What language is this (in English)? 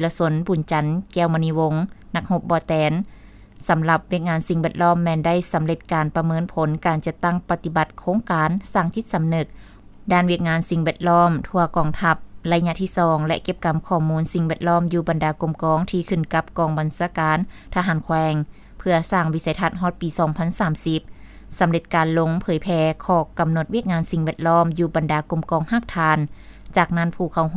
Lao